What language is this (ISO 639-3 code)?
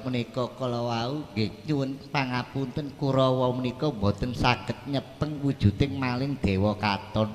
jav